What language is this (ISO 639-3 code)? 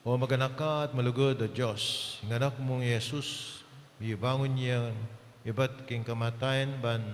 pam